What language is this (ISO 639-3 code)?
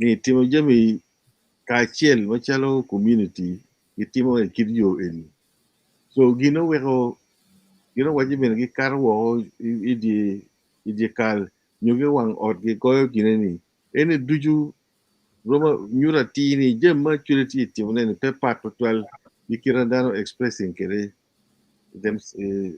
ach